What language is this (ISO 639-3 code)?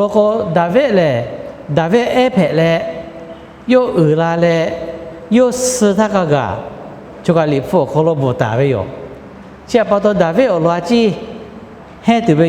lhu